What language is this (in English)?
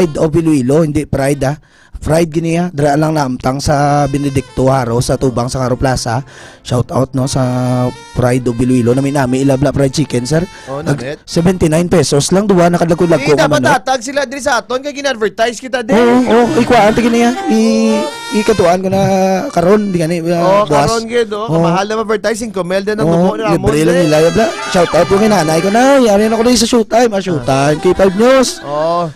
Hiligaynon